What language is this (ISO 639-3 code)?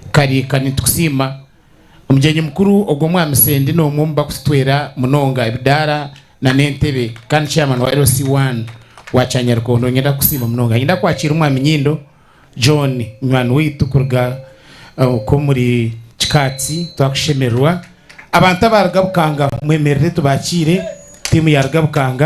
nyn